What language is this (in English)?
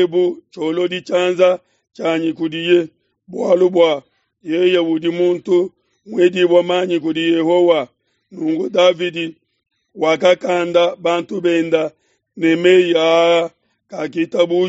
Luba-Lulua